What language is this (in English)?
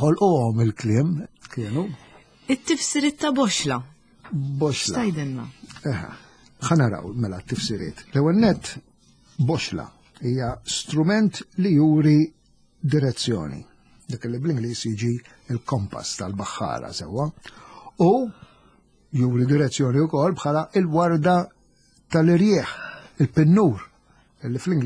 Maltese